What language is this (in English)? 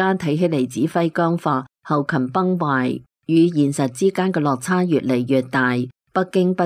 Cantonese